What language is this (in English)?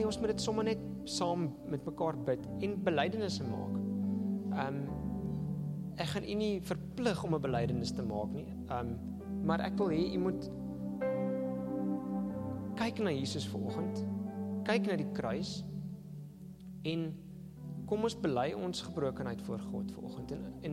Afrikaans